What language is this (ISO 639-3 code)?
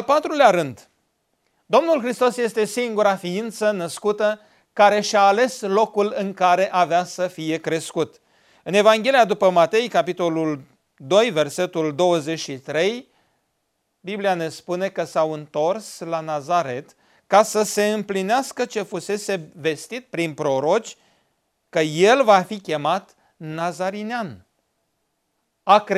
ron